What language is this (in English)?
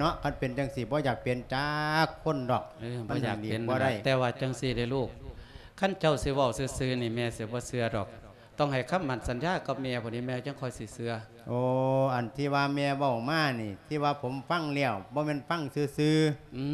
Lao